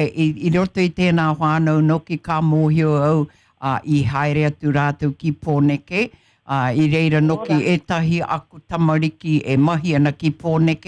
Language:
Māori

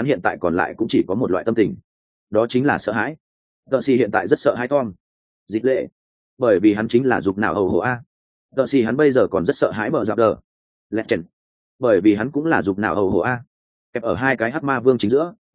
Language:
Vietnamese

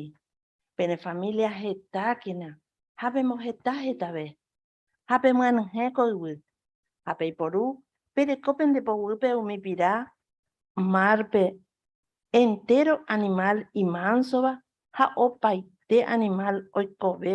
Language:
Guarani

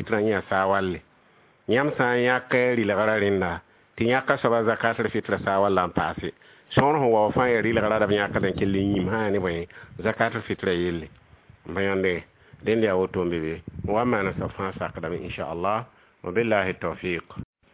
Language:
Mossi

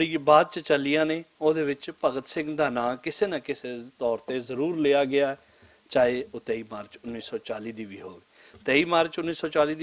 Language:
Western Panjabi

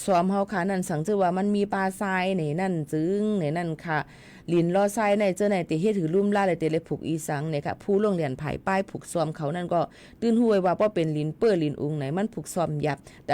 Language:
Shan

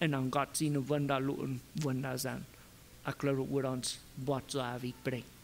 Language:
Plautdietsch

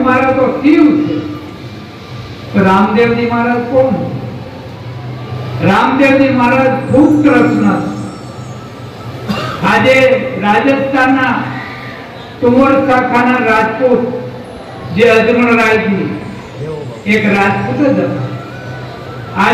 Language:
Gujarati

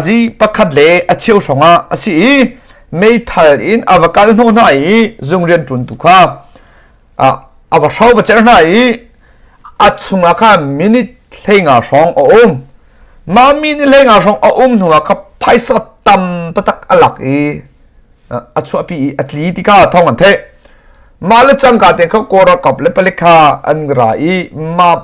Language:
Hakha Chin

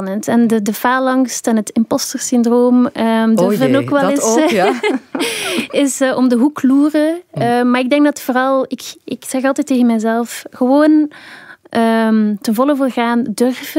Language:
Dutch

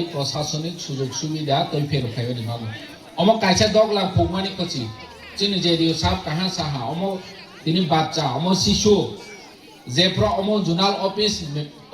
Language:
Kok Borok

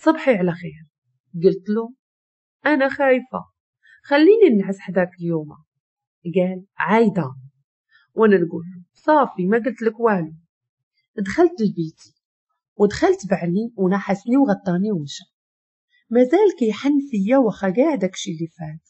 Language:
Moroccan Arabic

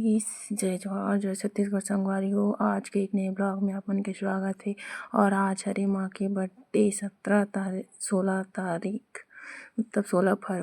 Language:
Chhattisgarhi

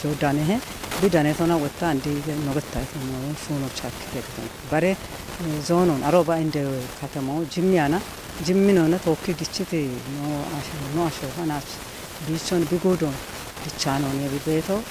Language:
Kafa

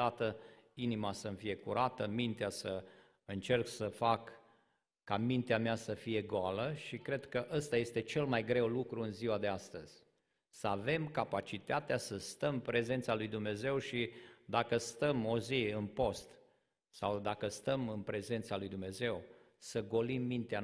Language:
Romanian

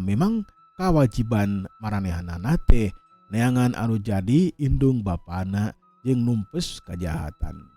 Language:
Sundanese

